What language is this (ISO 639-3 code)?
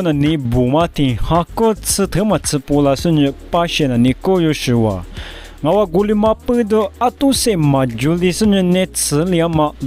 lis